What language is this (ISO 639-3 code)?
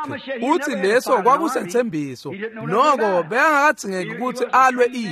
ssw